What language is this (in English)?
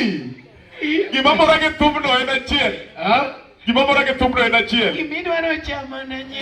Luo (Kenya and Tanzania)